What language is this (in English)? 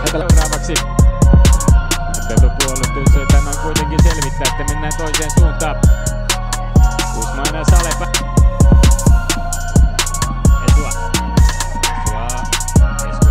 Finnish